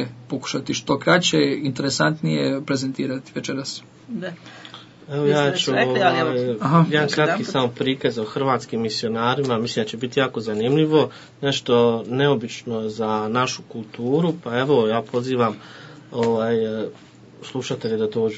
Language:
Croatian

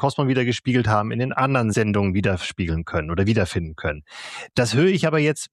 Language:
German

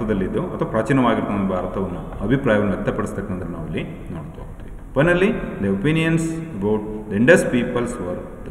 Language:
Kannada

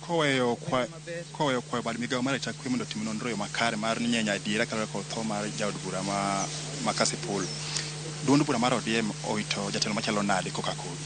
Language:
Luo (Kenya and Tanzania)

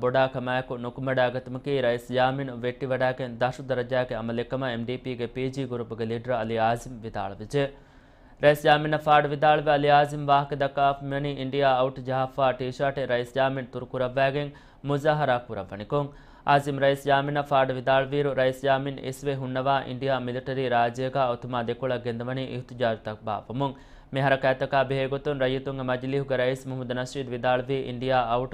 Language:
Divehi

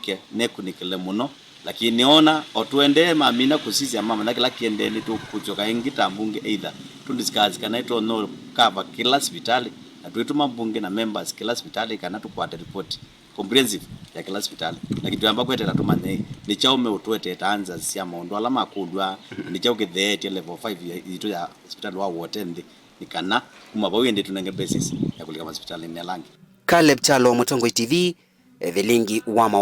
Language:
Kamba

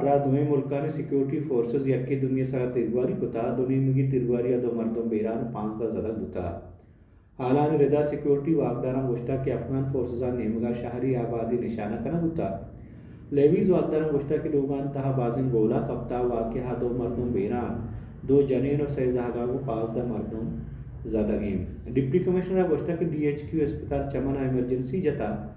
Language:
Baluchi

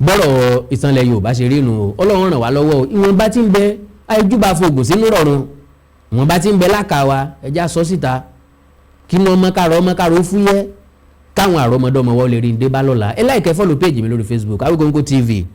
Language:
Yoruba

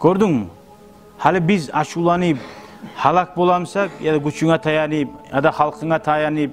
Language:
Kumyk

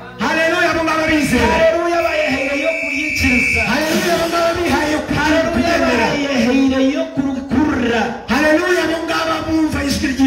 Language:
Kinyarwanda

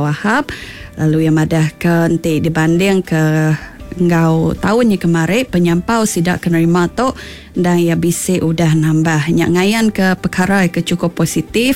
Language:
Iban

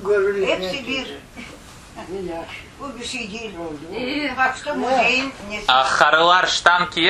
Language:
Crimean Tatar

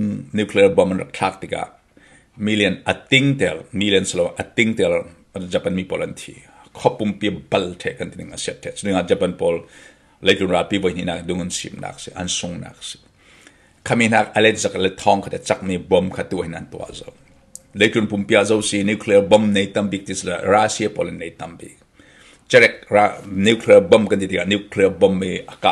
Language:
Falam Chin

